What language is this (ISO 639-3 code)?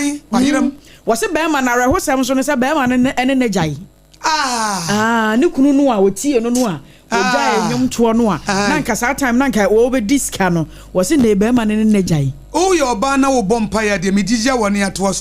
aka